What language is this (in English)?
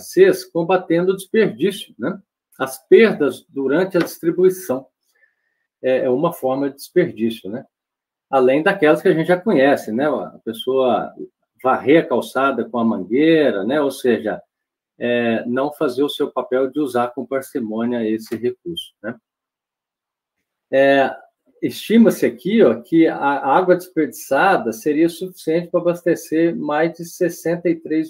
Portuguese